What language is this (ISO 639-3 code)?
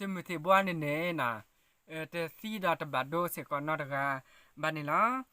ksw